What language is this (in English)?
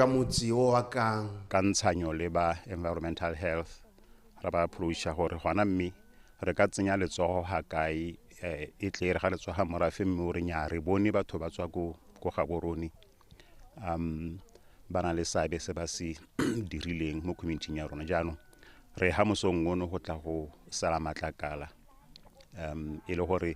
Tswana